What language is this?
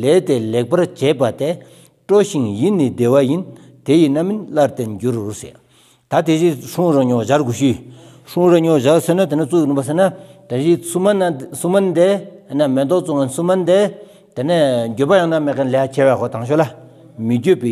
Stod Bhoti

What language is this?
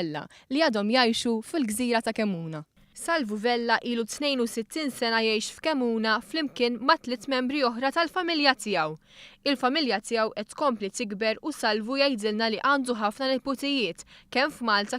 Maltese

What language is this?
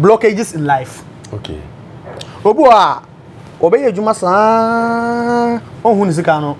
Akan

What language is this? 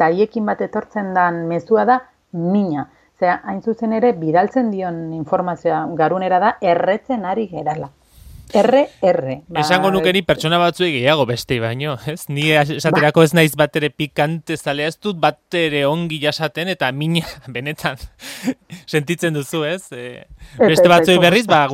Basque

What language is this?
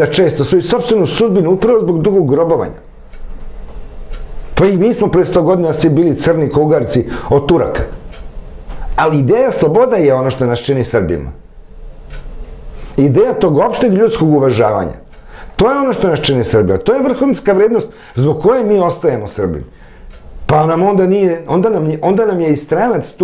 Serbian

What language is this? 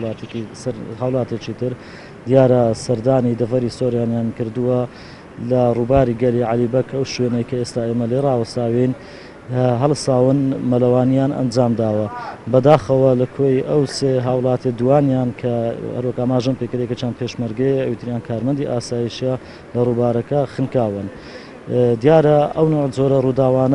Central Kurdish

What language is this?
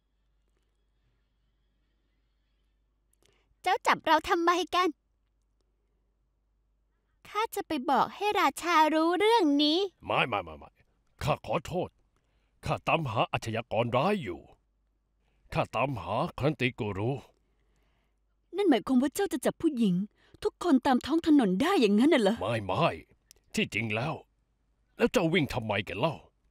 Thai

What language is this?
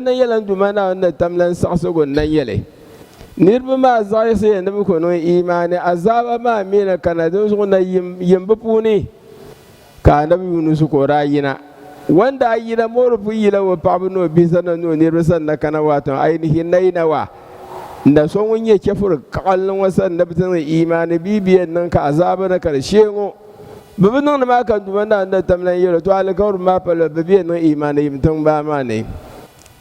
Dagbani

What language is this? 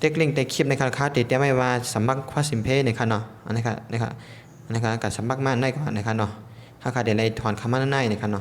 Shan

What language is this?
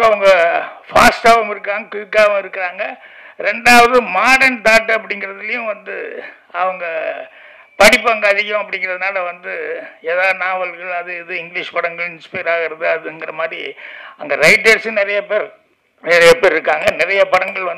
Tamil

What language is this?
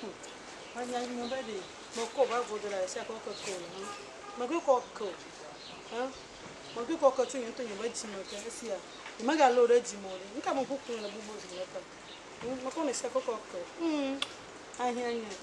Ewe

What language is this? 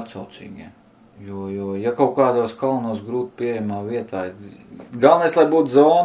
Latvian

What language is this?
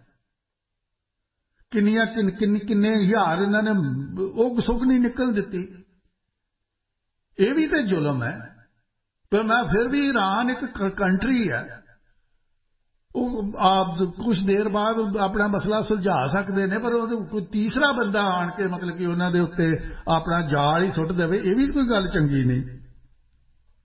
Punjabi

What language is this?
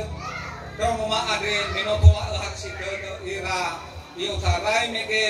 Nias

